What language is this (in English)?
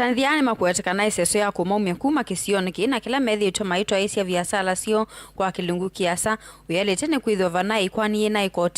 Kamba